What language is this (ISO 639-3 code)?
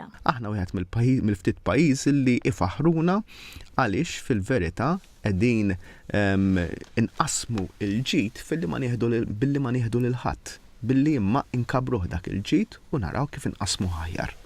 mlt